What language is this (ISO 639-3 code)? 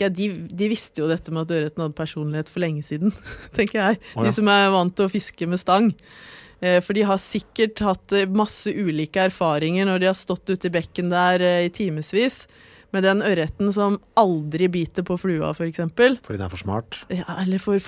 nor